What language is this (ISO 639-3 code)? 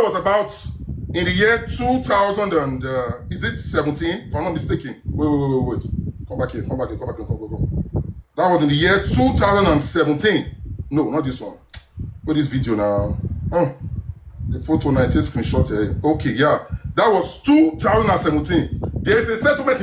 pcm